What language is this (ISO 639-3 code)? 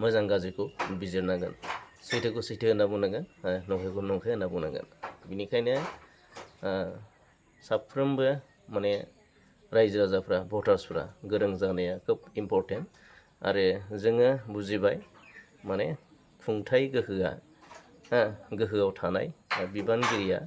brx